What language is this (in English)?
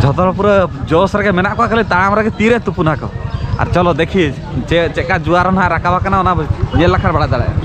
Santali